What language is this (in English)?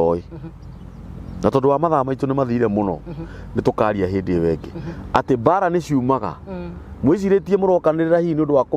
Kikuyu